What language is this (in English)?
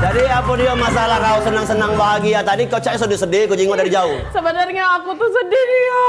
Musi